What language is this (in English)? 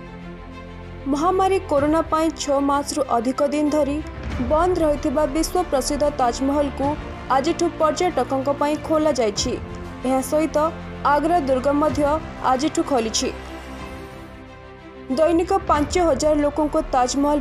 Odia